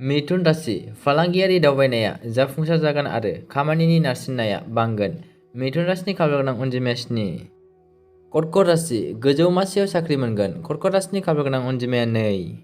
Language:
Bodo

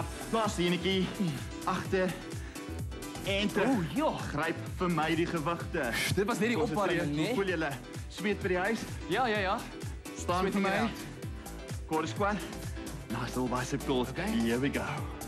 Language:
Afrikaans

